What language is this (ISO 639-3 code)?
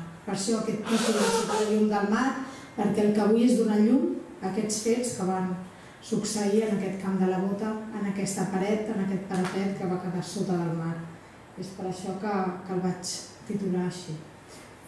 cat